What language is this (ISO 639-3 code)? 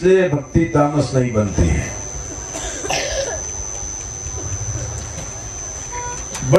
hin